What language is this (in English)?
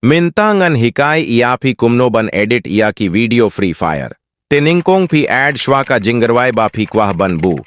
Khasi